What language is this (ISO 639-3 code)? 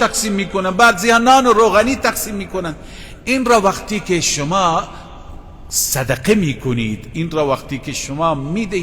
fas